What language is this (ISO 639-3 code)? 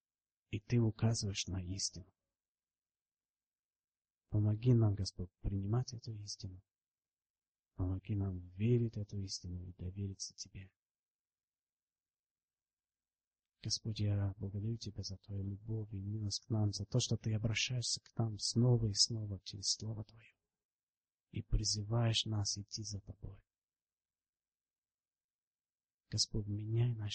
rus